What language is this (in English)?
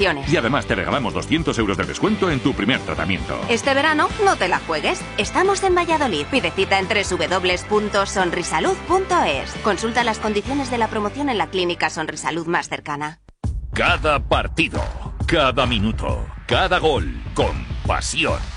Spanish